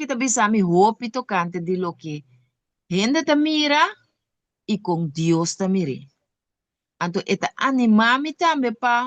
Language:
Papiamento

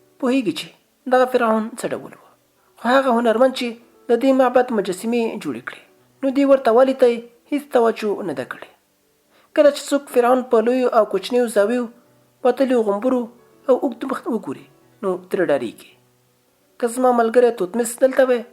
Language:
Pashto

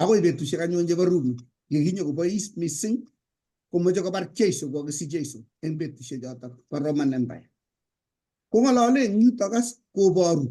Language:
Kalenjin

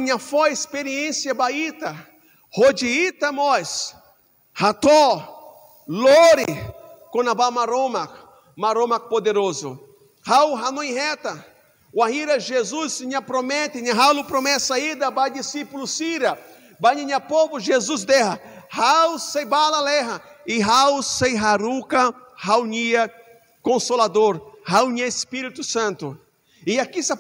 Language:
Tetum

